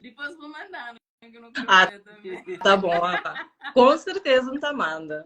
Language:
Kabuverdianu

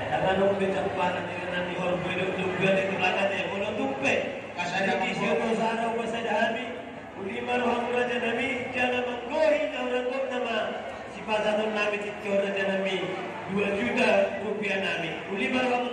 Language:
Batak Toba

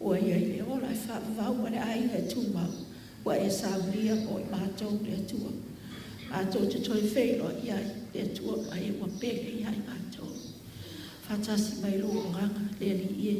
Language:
Samoan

